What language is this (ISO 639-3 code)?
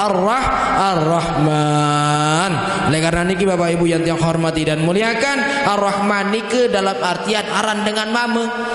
sas